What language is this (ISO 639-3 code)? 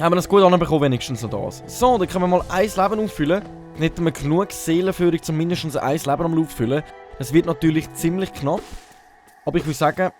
gsw